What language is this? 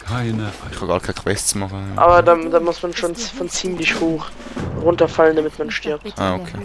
Swiss German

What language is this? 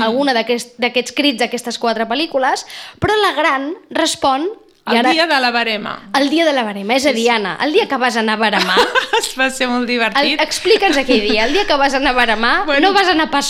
Catalan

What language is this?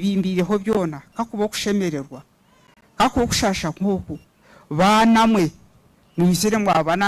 Nyankole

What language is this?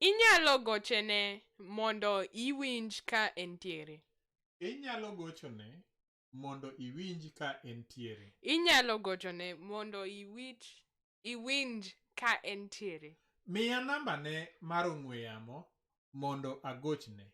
Luo (Kenya and Tanzania)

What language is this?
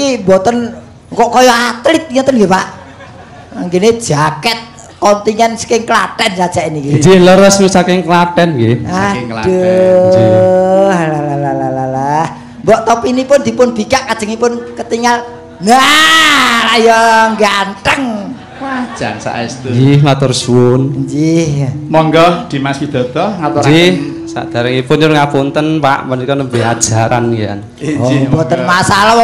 Javanese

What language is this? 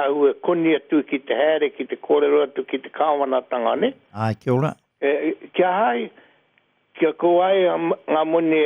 Māori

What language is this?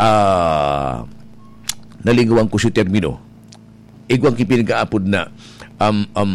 Bikol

